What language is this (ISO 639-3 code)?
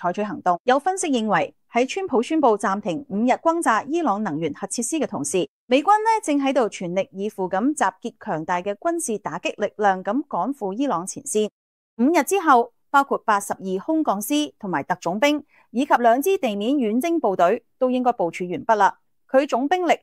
yue